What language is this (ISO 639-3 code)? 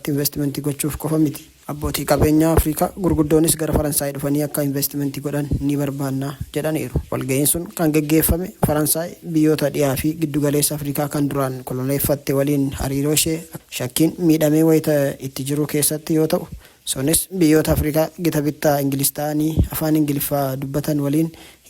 orm